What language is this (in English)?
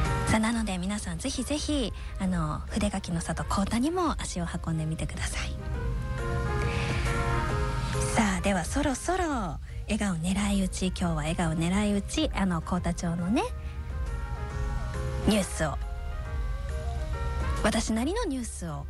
Japanese